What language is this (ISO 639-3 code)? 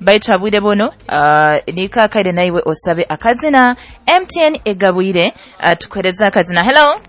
nyo